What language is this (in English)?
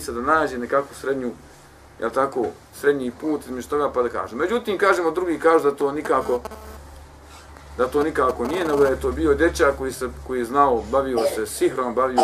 Bosnian